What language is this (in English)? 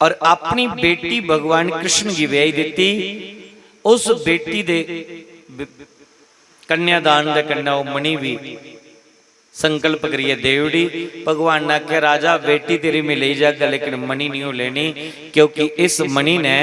Dogri